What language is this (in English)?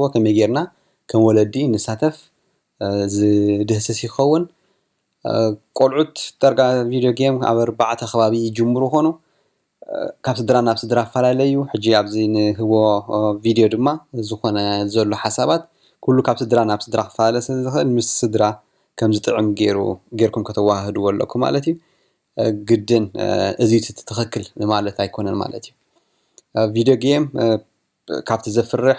Tigrinya